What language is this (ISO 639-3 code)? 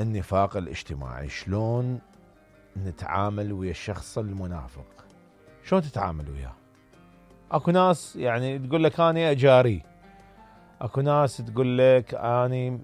acm